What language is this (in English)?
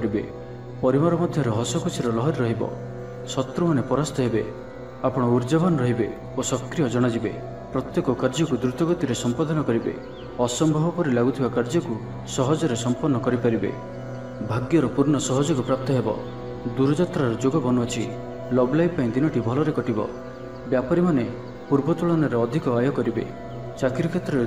Odia